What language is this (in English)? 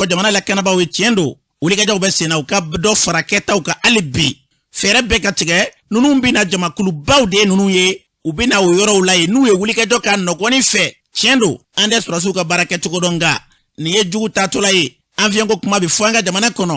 Bambara